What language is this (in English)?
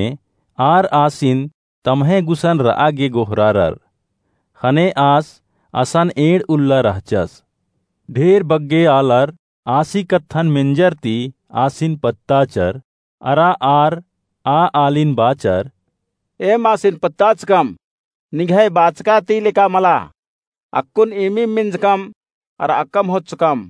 Kurukh